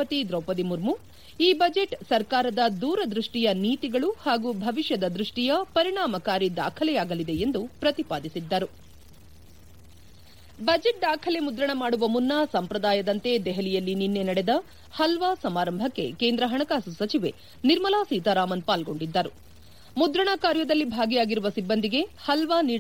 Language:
Kannada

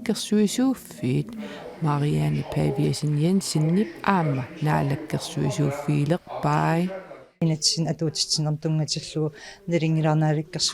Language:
Kalaallisut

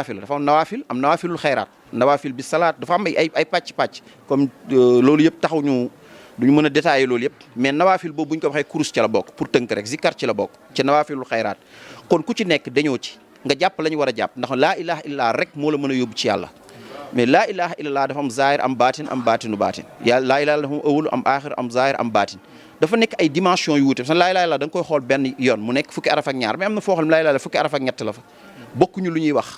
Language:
Wolof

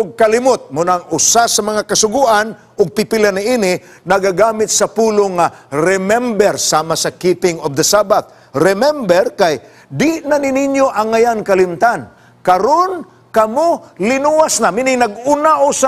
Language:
Cebuano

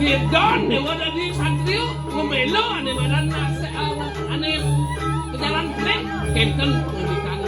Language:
Balinese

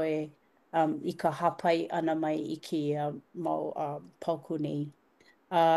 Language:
Hawaiian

